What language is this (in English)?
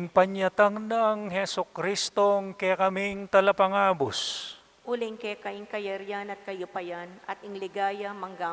Pampanga